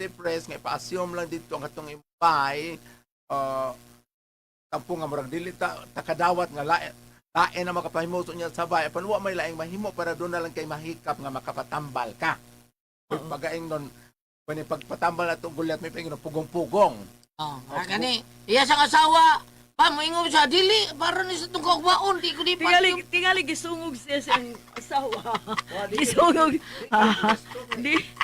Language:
Cebuano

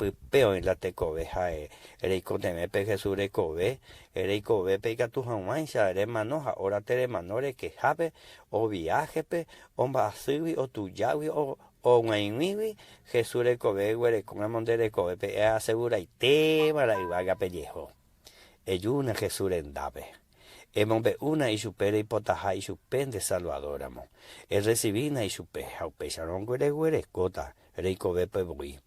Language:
Guarani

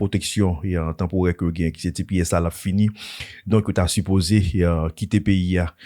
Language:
Haitian Creole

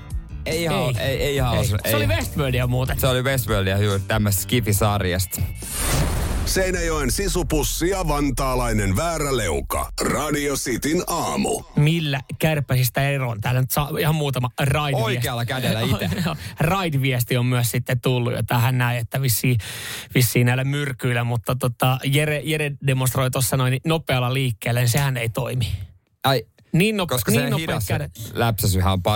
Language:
Finnish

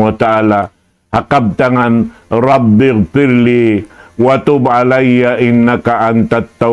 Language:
Tausug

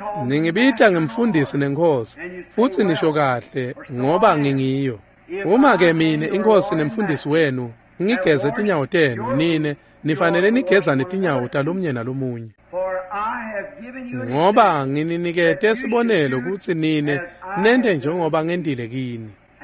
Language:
Swati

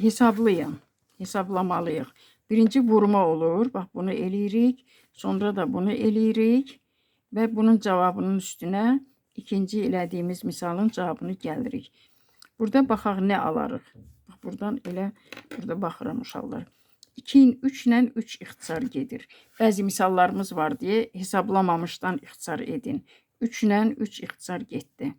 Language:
Azerbaijani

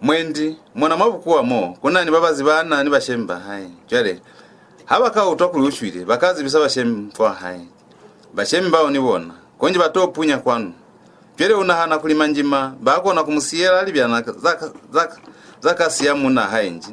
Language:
Lozi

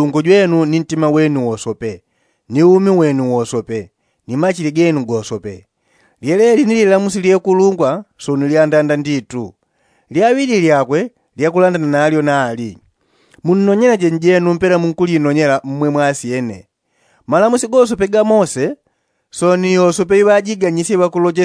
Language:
Yao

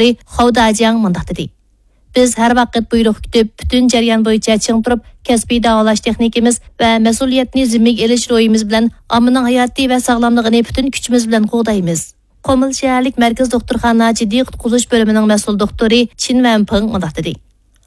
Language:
Uyghur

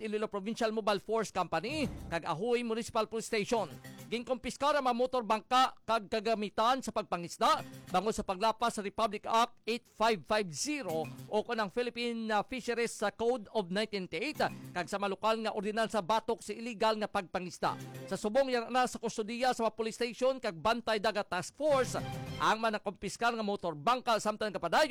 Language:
Hiligaynon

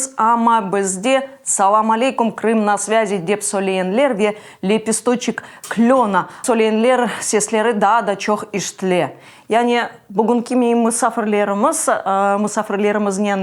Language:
Crimean Tatar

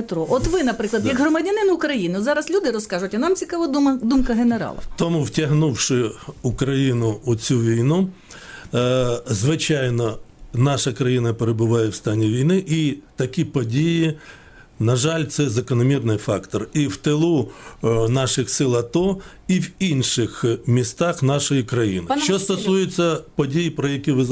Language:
Ukrainian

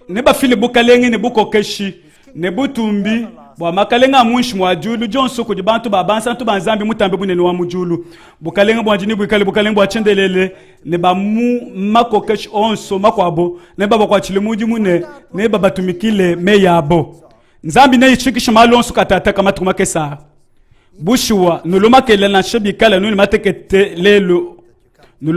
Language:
Luba-Lulua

